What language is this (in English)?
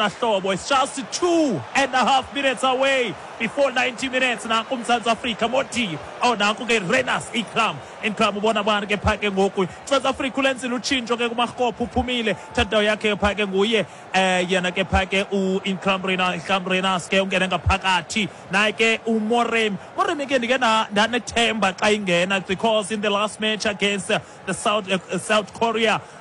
Xhosa